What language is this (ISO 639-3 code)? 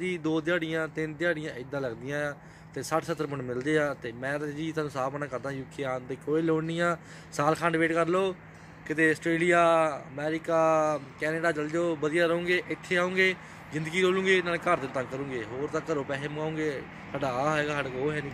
pan